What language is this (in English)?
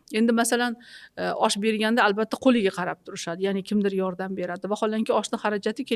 Uzbek